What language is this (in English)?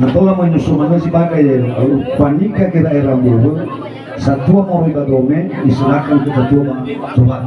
Nias